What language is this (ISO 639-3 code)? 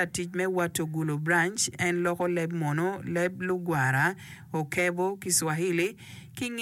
ach